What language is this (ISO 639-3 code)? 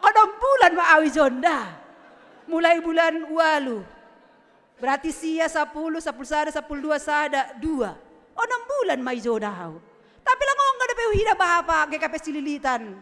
bts